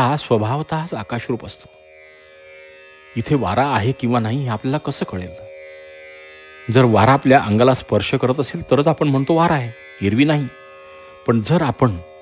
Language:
Marathi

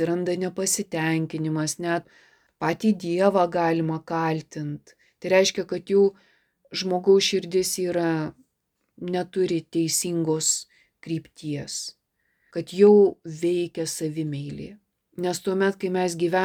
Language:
Lithuanian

